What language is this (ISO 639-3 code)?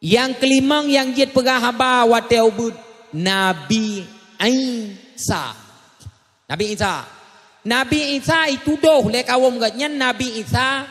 ace